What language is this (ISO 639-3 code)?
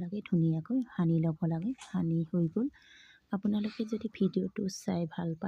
asm